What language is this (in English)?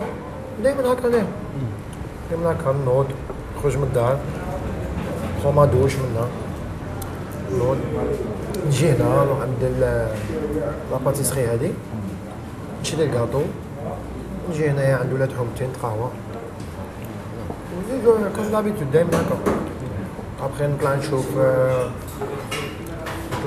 Algerian Arabic